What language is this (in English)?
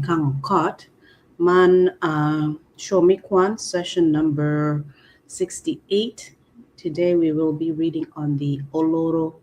Acoli